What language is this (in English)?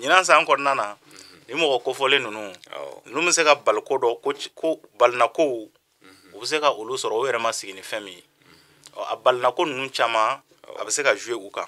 Bambara